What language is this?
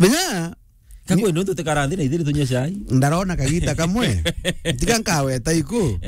Meru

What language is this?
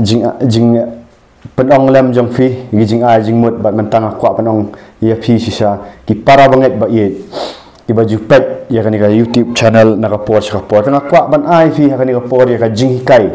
Khasi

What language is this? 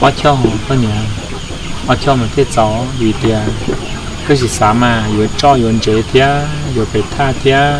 Hmong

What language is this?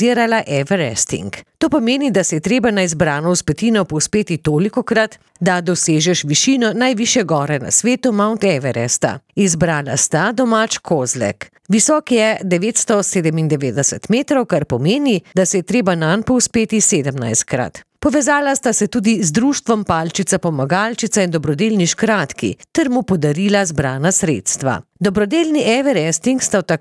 Slovenian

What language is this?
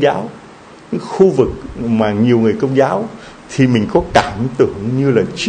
Vietnamese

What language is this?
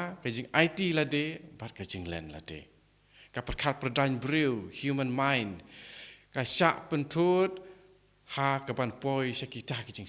Khasi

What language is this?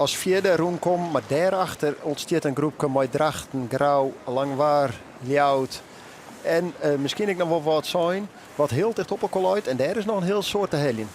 Western Frisian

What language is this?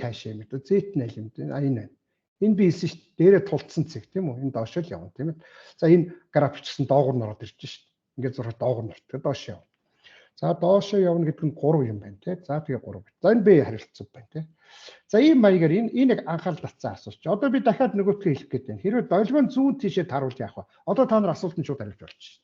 Mongolian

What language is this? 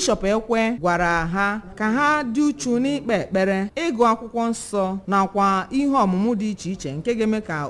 Igbo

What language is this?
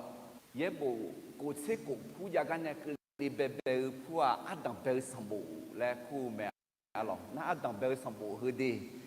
Akha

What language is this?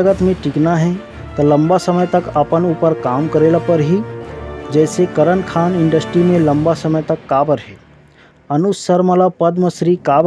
Chhattisgarhi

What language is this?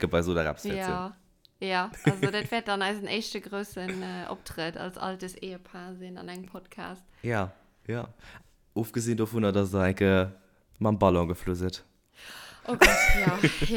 Luxembourgish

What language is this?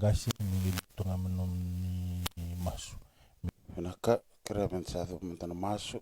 Fijian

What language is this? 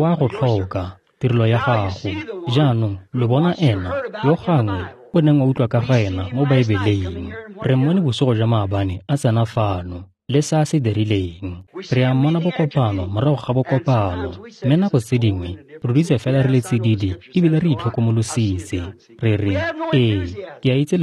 Tswana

